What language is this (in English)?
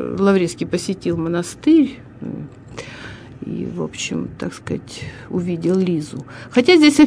Russian